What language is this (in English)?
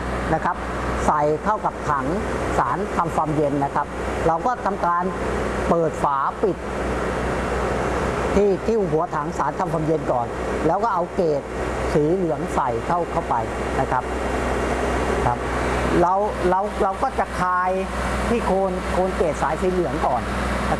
Thai